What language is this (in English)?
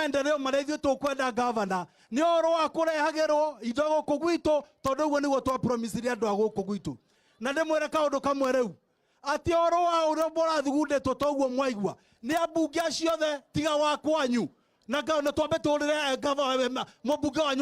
Kikuyu